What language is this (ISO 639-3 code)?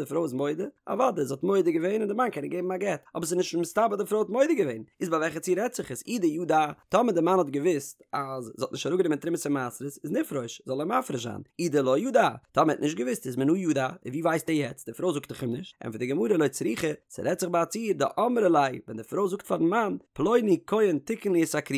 yid